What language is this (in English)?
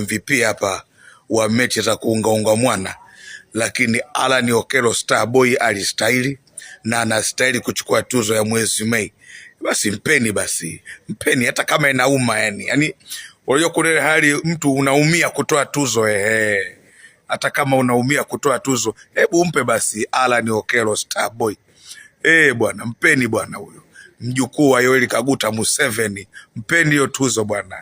Swahili